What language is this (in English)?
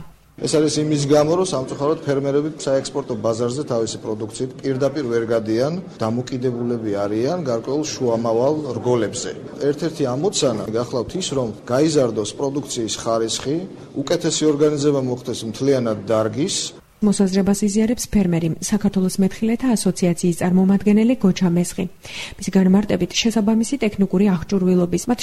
Georgian